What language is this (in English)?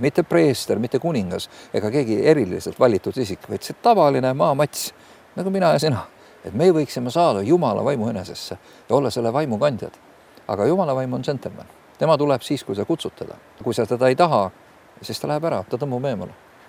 Estonian